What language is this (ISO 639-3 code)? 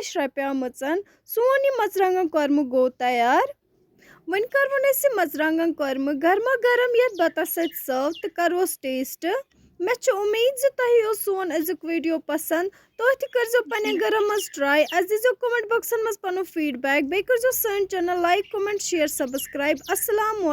kas